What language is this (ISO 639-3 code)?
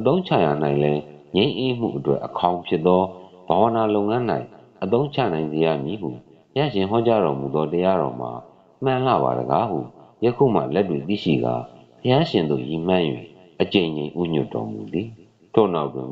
mya